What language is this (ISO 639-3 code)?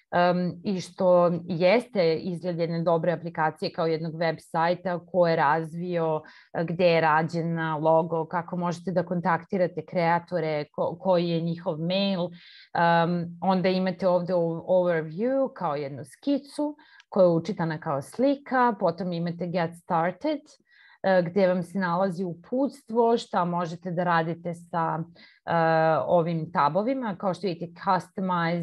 srp